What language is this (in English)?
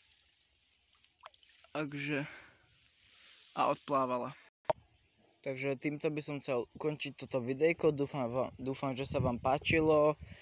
Slovak